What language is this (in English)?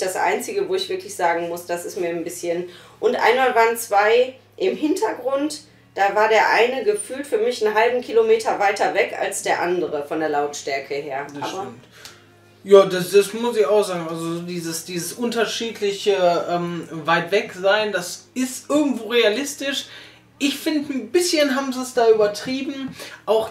German